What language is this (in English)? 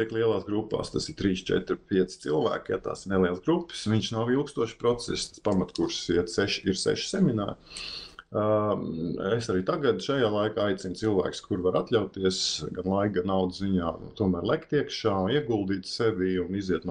Latvian